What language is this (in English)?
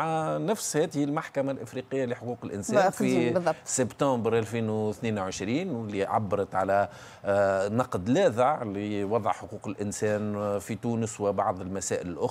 Tunisian Arabic